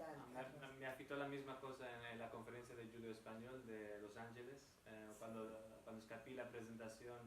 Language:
Ladino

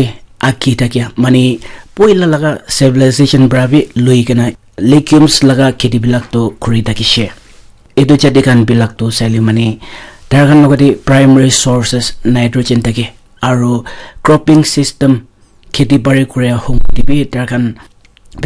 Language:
Naga Pidgin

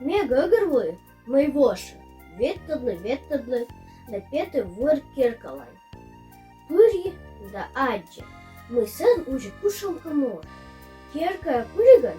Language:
Komi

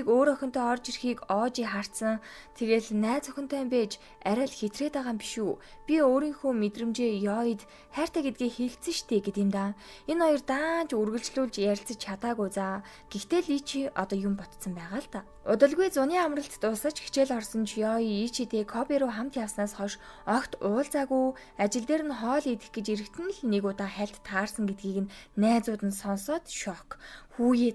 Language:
Mongolian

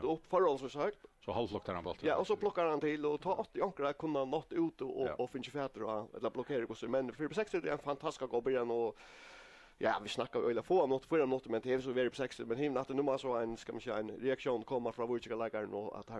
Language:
Faroese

